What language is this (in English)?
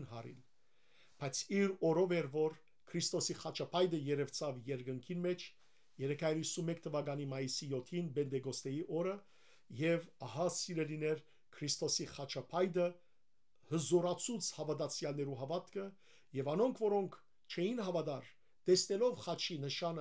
Western Armenian